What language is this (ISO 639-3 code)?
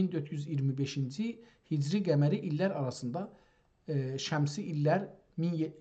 azb